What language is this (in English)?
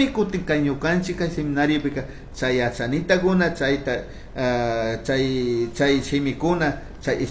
Chimborazo Highland Quichua